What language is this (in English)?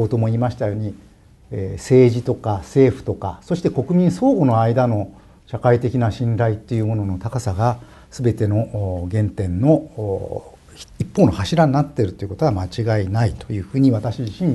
Japanese